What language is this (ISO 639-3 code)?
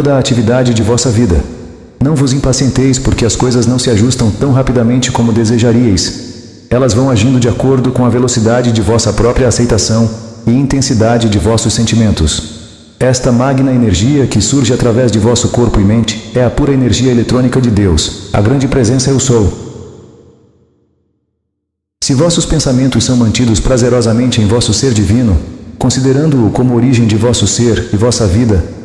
por